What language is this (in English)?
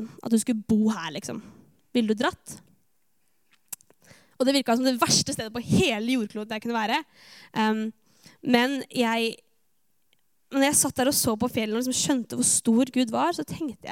Norwegian